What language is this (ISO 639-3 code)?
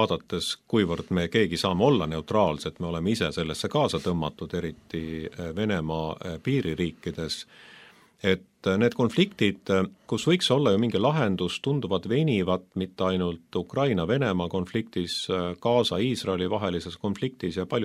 est